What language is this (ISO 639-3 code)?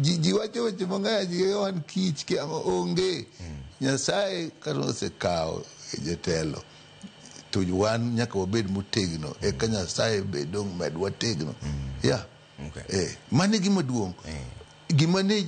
luo